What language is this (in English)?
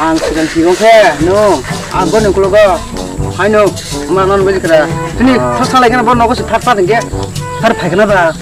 Kok Borok